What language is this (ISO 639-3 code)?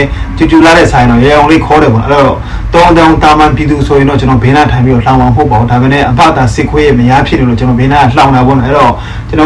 mya